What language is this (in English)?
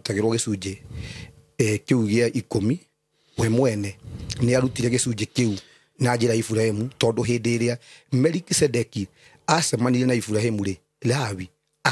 Kikuyu